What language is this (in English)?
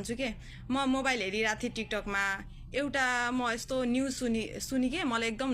Nepali